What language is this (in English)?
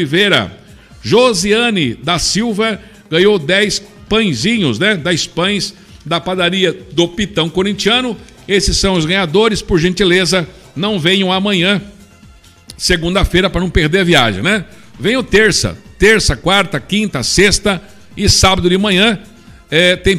Portuguese